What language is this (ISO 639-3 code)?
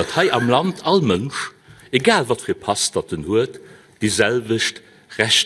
ltz